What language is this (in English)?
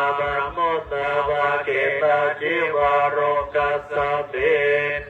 Pali